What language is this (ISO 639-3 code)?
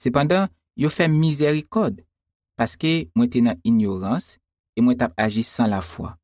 hat